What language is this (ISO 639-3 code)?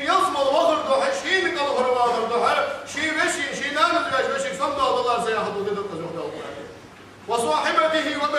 inh